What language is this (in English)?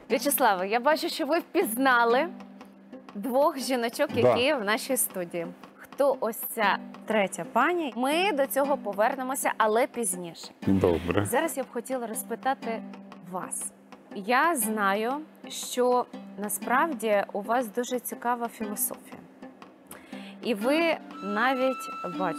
Ukrainian